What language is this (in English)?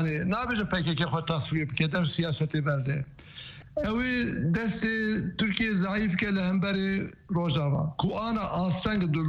Kurdish